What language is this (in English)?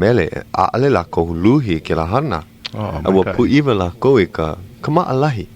Hawaiian